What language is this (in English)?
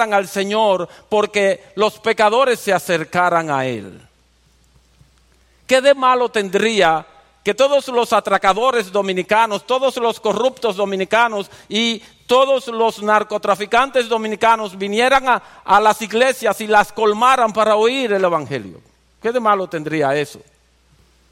Spanish